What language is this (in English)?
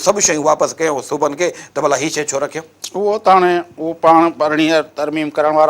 Sindhi